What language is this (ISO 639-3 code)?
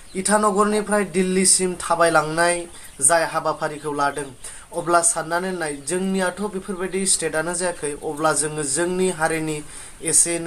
brx